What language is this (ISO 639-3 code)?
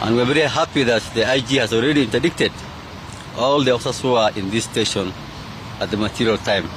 guz